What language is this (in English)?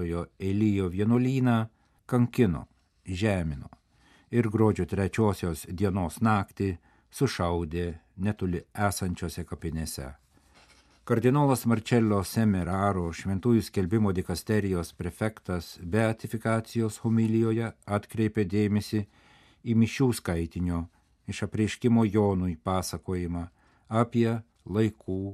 Lithuanian